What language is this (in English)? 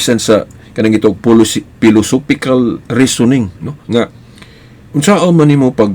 Cebuano